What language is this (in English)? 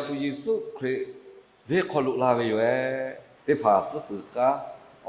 Lahu